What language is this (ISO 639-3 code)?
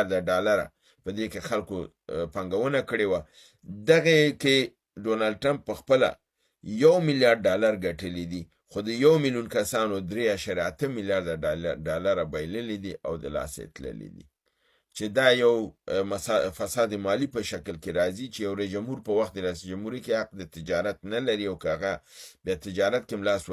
pus